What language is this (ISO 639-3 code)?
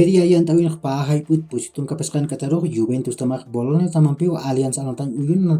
aym